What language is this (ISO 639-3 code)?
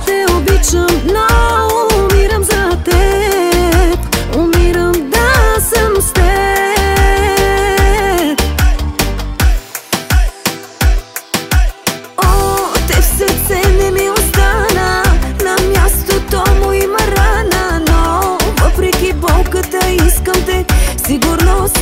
bul